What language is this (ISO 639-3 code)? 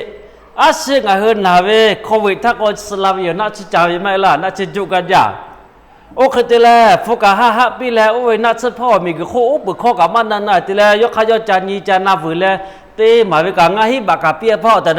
lhu